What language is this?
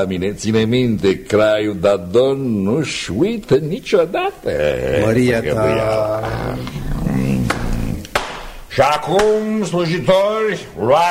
Romanian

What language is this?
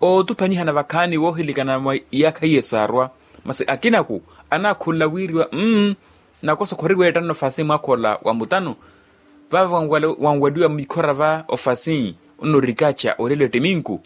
Makhuwa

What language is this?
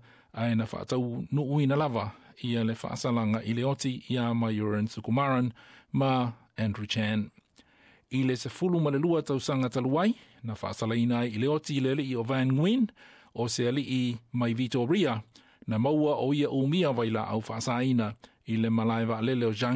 Samoan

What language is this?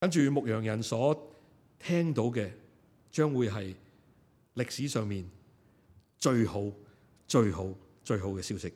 Cantonese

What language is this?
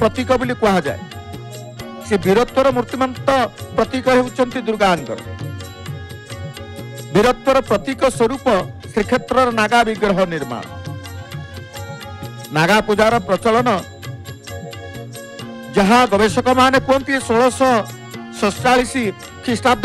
Odia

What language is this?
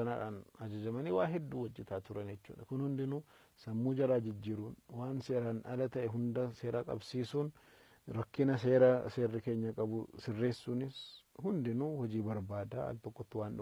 Oromo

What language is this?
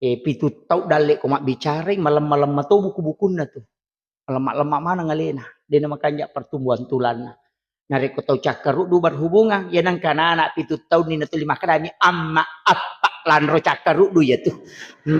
Buginese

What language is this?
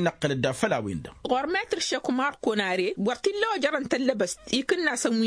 Tamasheq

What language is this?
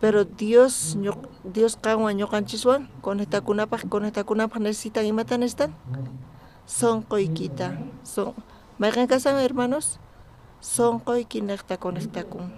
South Bolivian Quechua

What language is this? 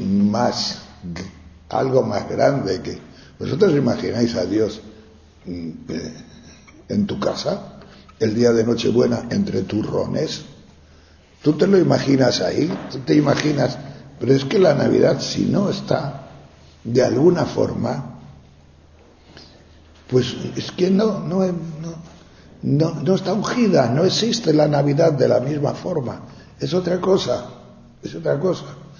Spanish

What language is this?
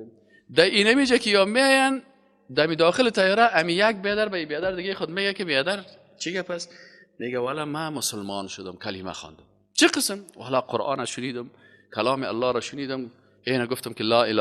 Persian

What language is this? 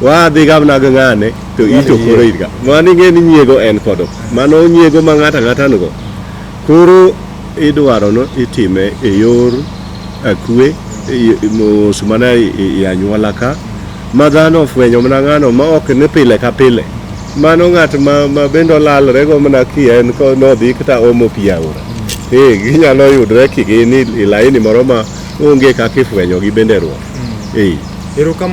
Luo (Kenya and Tanzania)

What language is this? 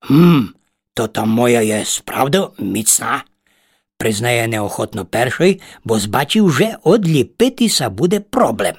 Rusyn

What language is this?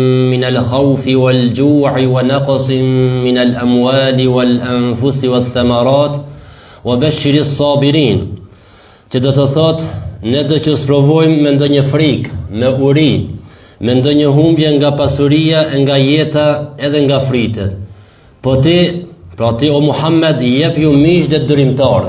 Albanian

